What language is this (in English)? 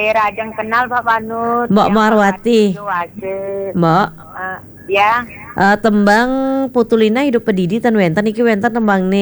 Balinese